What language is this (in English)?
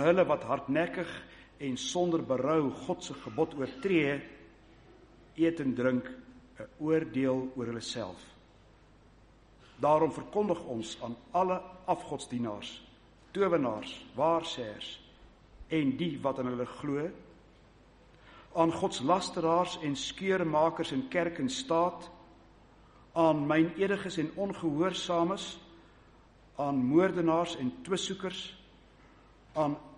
Afrikaans